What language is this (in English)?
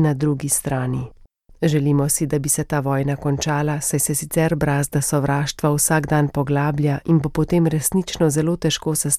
Slovenian